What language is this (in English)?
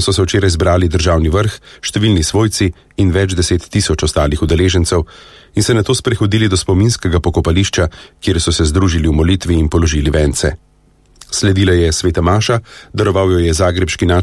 Slovenian